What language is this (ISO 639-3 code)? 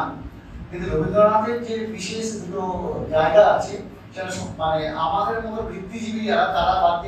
ben